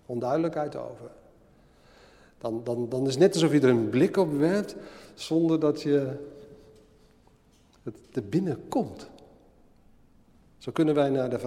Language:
Dutch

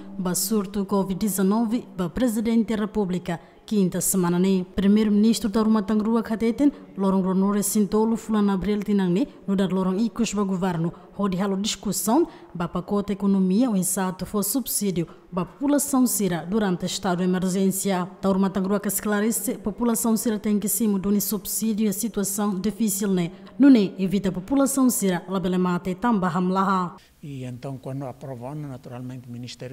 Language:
Tetum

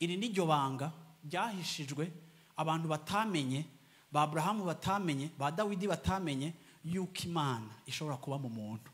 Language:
Rundi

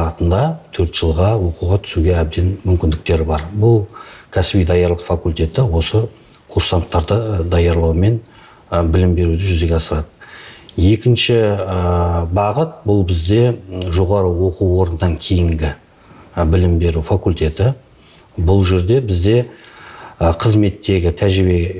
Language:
Kazakh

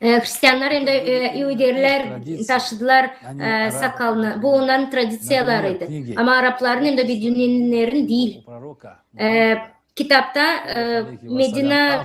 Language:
Gagauz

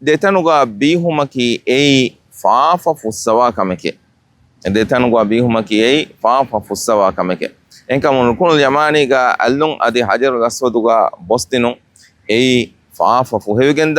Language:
Divehi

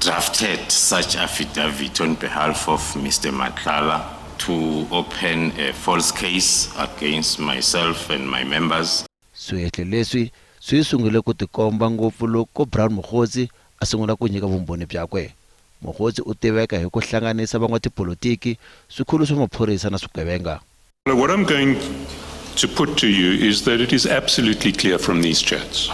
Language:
Tsonga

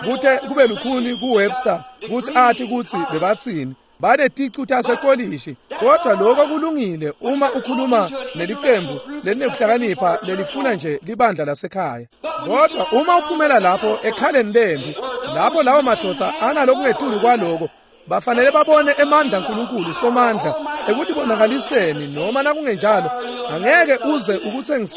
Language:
Swati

